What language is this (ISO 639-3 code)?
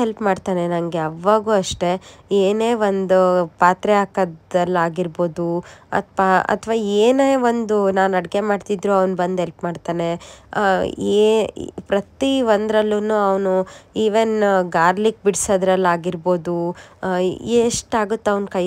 kan